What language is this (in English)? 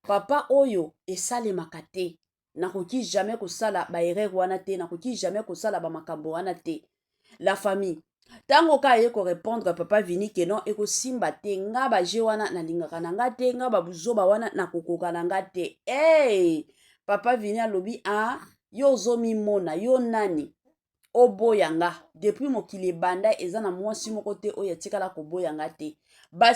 Lingala